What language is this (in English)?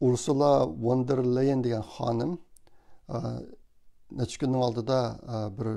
Uyghur